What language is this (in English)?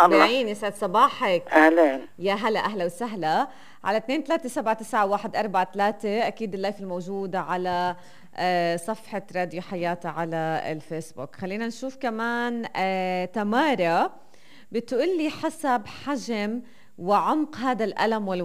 North Levantine Arabic